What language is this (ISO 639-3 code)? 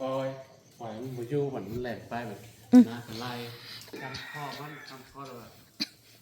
tts